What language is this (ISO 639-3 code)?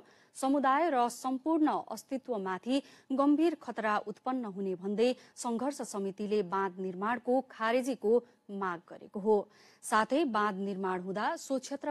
nep